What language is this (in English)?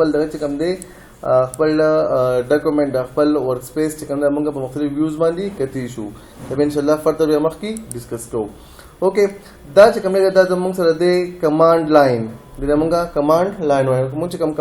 Pashto